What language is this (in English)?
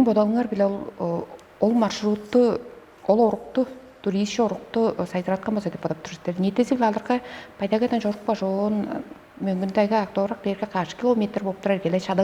Tuvinian